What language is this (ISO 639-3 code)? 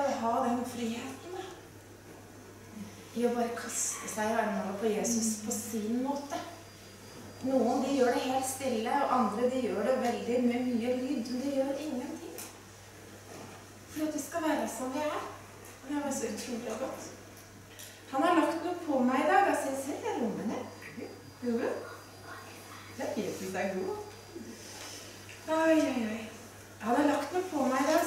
nor